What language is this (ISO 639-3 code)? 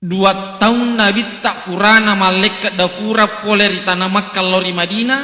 bug